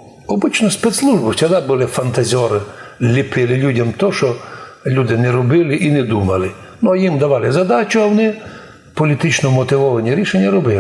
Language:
Rusyn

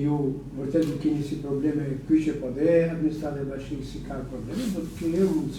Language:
Albanian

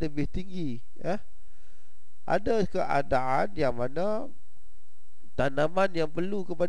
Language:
Malay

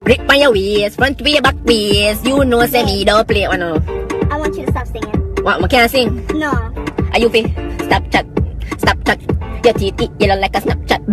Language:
Jamaican Creole English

